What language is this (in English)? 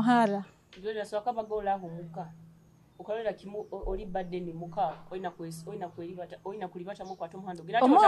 Nyoro